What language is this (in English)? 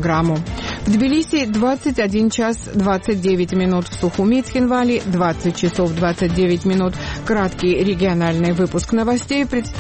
Russian